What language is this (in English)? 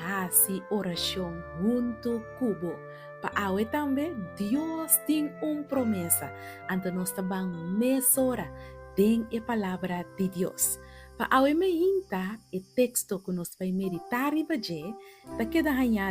Papiamento